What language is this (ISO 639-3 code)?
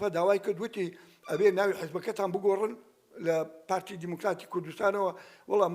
ckb